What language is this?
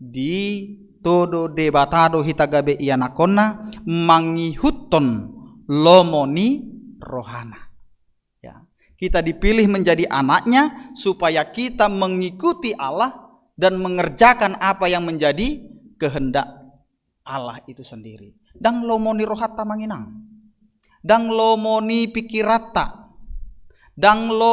Batak Toba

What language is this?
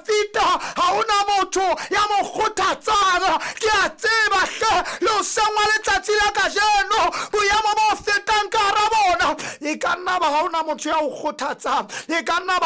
Southern Sotho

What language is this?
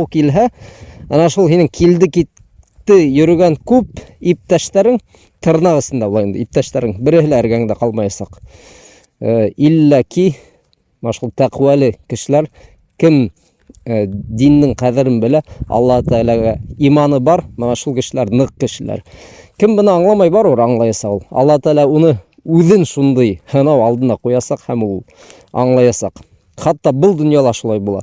Bashkir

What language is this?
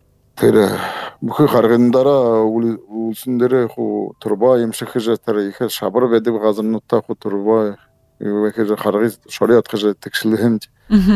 Buriat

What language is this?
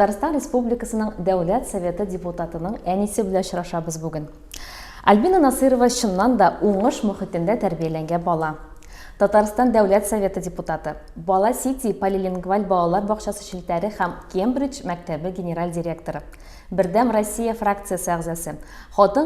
Tatar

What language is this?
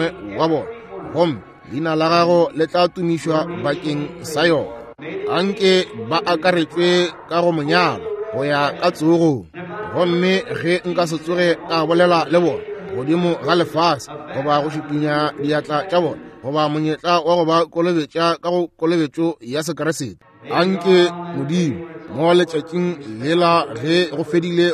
Northern Sotho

